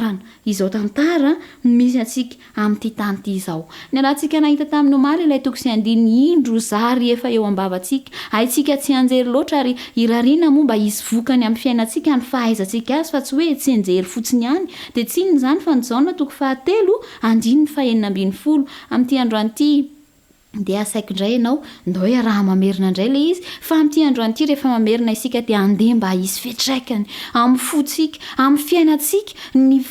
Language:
Malagasy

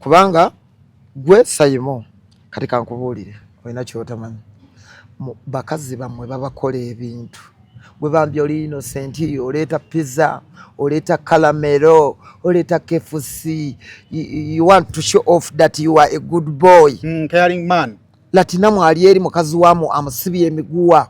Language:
Ganda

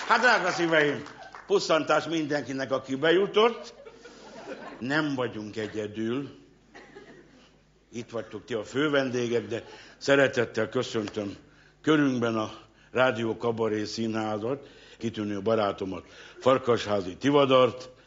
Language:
Hungarian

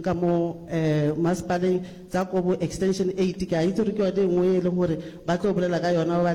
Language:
Northern Sotho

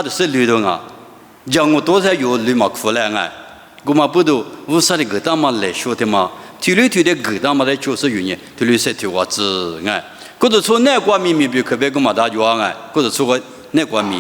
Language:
Lisu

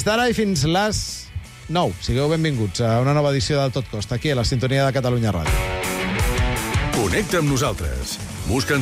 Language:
Catalan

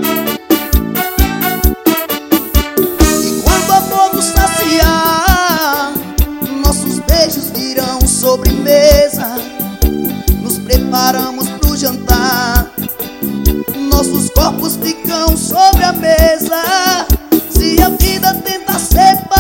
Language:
Portuguese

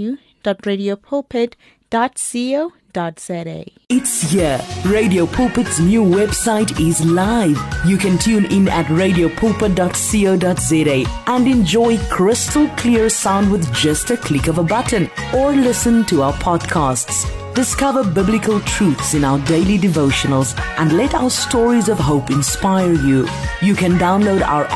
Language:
English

